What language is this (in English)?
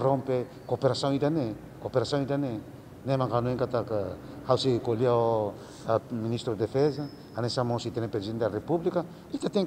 Tetum